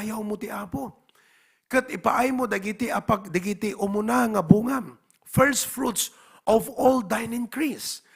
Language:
Iloko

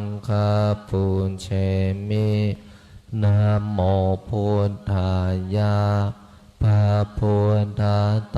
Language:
Pali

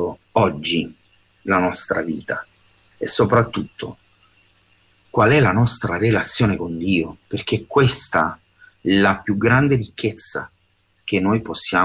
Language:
Italian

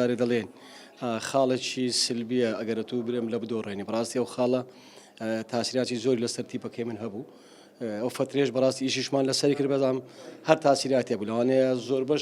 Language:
Central Kurdish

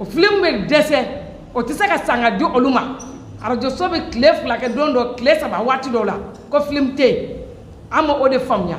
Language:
Bambara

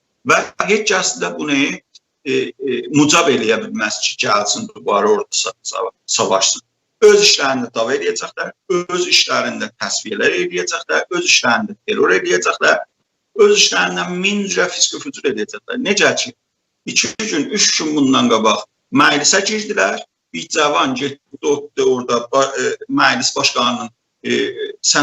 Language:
South Azerbaijani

